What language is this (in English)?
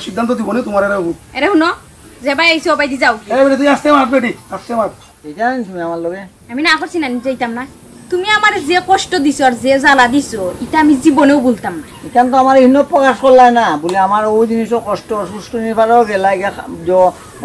Sylheti